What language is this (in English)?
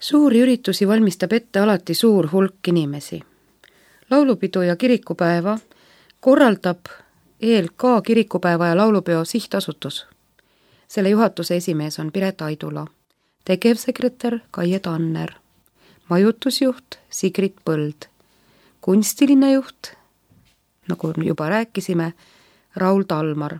Estonian